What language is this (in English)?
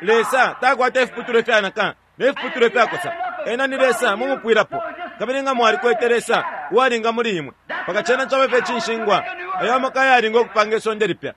Bemba